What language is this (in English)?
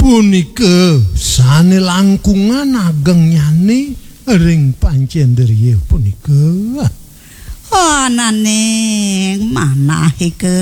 Balinese